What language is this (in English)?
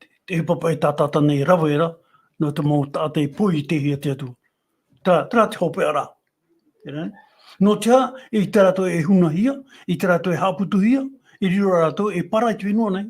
Tahitian